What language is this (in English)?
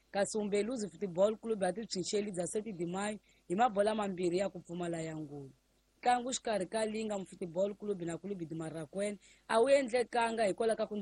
Tsonga